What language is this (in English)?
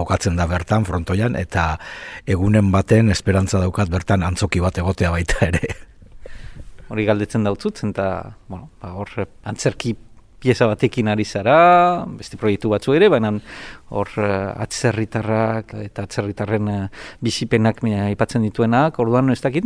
Basque